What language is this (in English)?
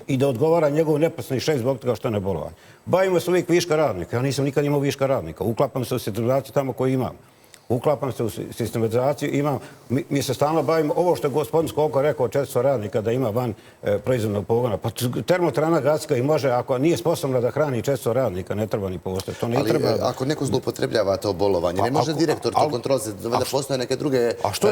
Bosnian